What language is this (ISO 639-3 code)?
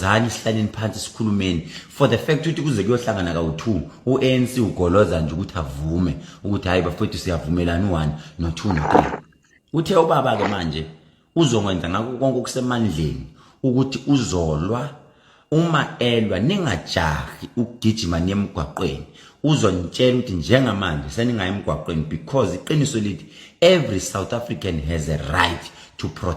zul